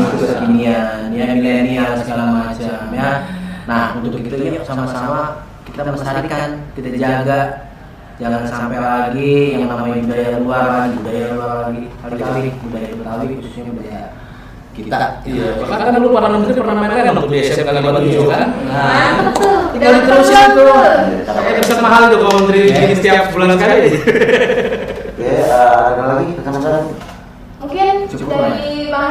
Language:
Betawi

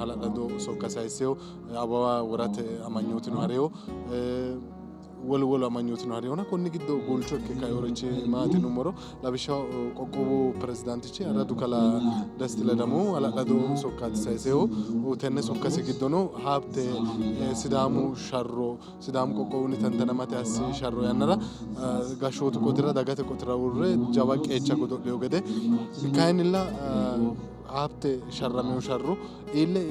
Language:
Sidamo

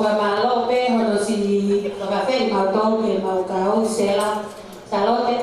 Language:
Tongan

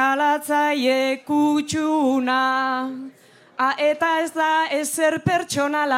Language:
Basque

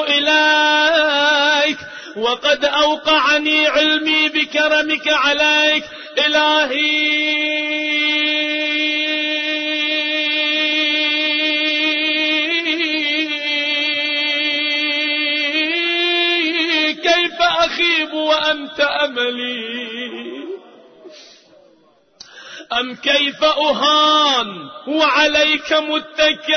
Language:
Arabic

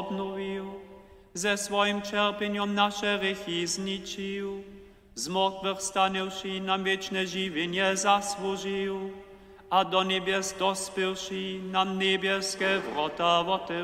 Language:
Upper Sorbian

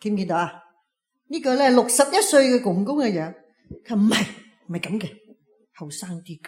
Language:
Cantonese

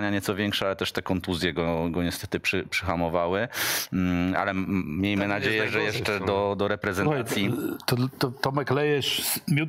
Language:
Polish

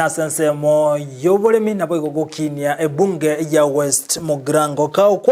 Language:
Gusii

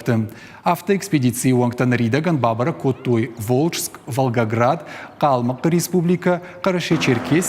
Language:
Ossetic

